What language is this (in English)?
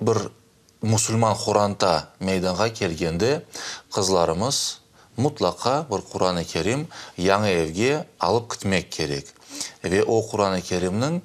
Crimean Tatar